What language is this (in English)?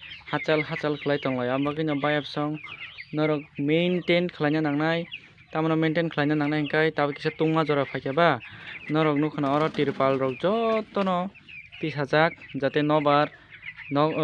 Kok Borok